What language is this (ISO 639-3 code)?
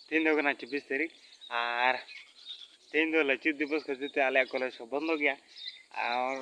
sat